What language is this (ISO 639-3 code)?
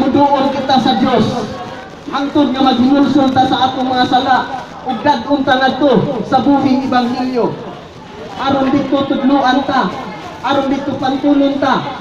ceb